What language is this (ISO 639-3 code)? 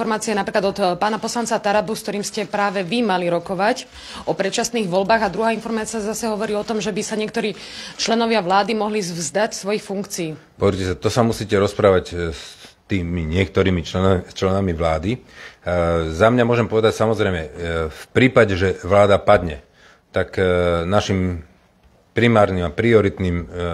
slk